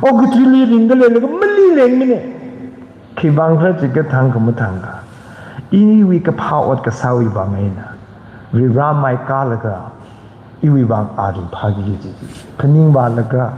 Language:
Tangkhul Naga (India)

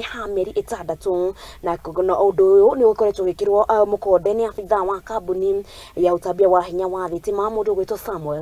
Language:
Kikuyu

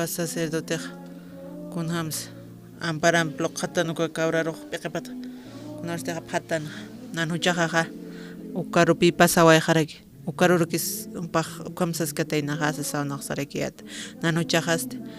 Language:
Aymara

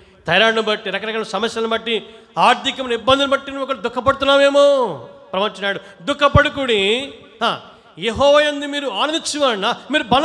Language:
Telugu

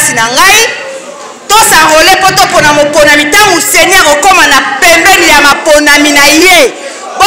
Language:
Lingala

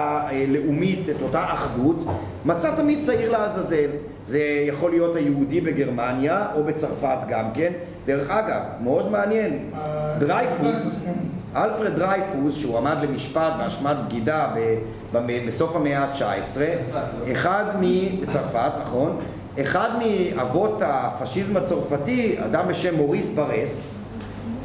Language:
Hebrew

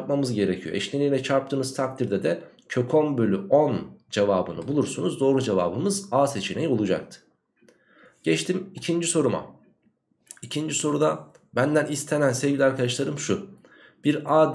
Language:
Turkish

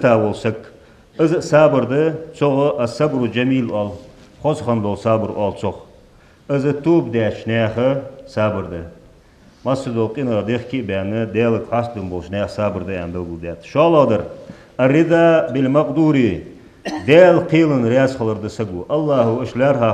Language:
Ingush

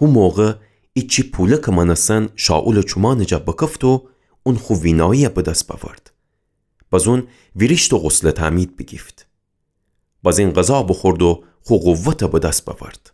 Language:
Gilaki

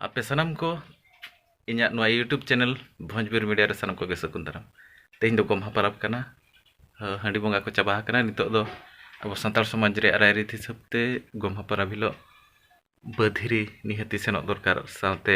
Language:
Santali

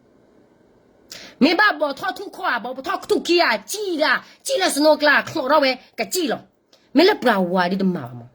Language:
S'gaw Karen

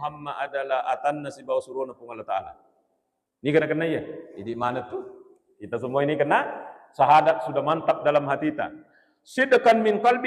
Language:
Buginese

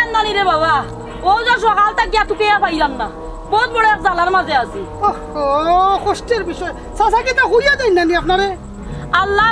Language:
Sylheti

